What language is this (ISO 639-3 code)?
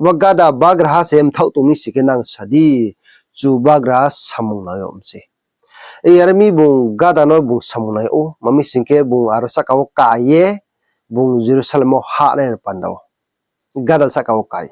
ria